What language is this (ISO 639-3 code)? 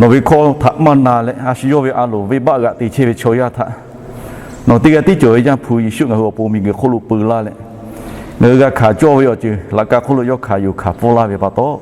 lhu